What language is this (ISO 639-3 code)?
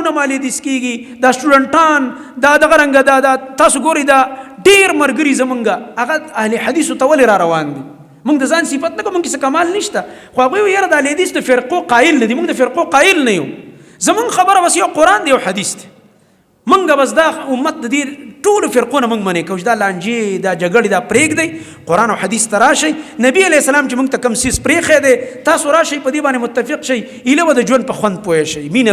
pus